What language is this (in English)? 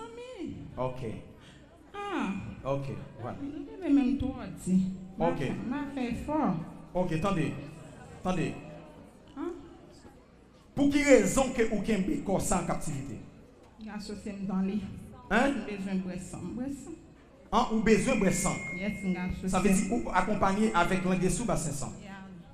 French